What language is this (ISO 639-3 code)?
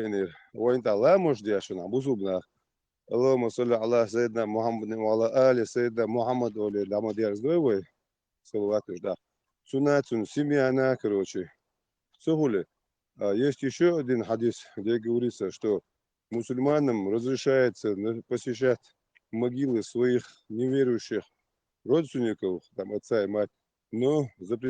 che